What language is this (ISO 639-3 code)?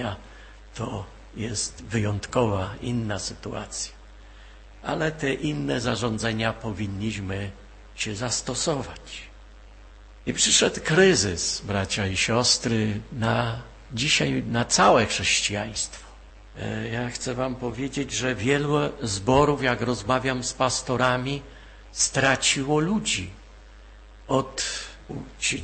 pol